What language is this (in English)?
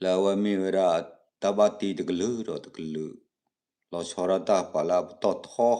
S'gaw Karen